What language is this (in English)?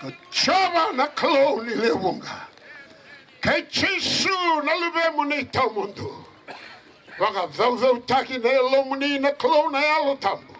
Fijian